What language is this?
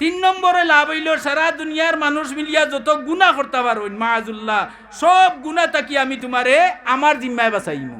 Sylheti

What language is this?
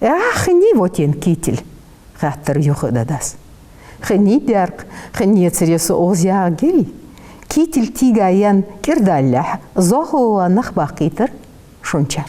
Ingush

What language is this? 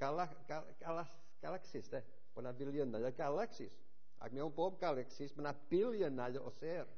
Welsh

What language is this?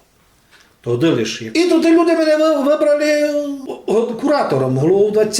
Rusyn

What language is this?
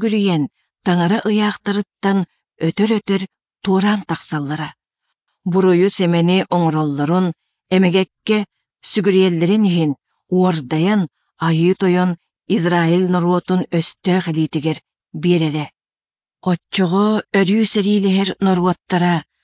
Yakut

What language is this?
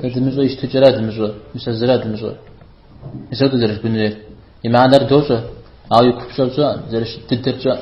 Kabardian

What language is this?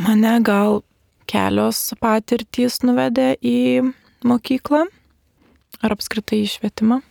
Lithuanian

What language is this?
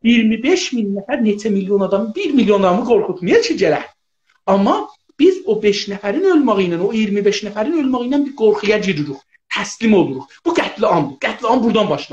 South Azerbaijani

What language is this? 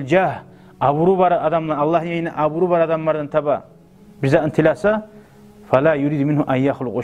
Kumyk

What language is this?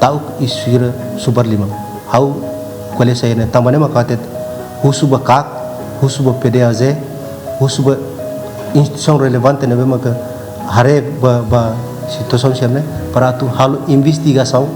Tetum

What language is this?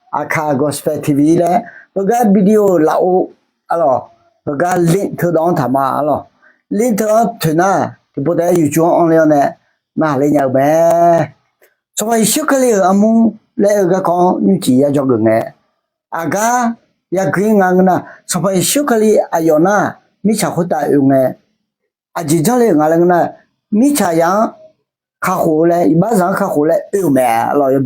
Akha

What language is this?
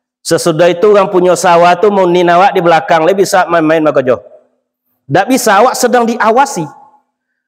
Minangkabau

